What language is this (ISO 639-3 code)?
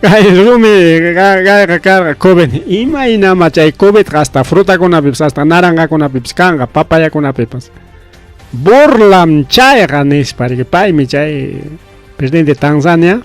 quy